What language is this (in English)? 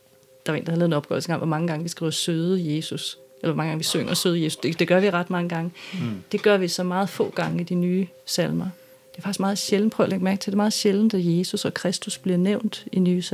Danish